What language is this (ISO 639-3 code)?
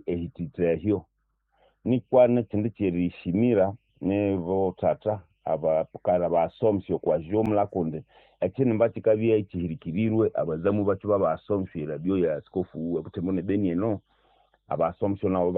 nnb